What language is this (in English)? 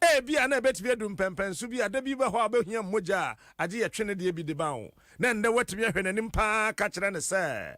Akan